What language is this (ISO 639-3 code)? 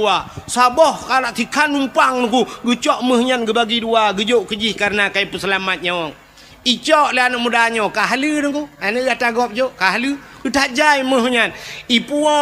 ace